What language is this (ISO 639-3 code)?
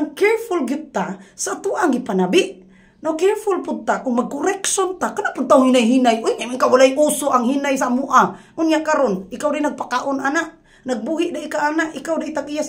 ceb